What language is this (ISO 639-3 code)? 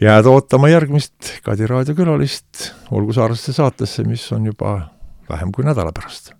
est